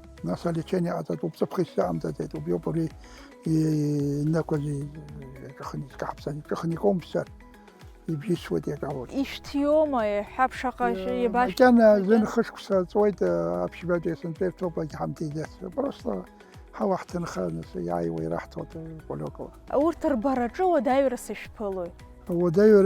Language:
Abkhazian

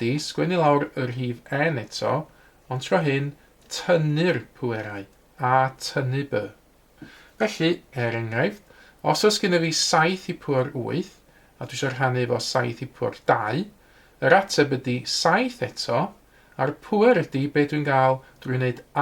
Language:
Welsh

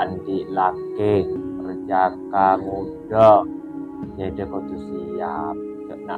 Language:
Madurese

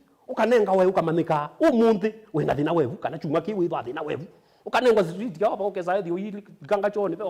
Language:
Kamba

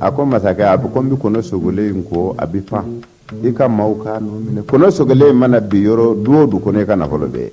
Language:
Bambara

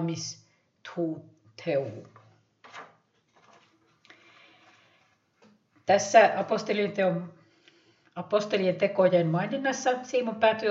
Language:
Finnish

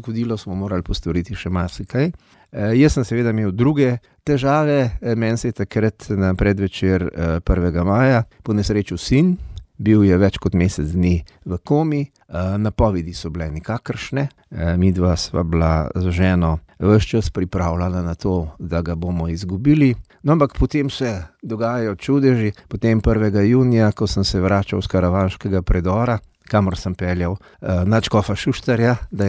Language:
Slovenian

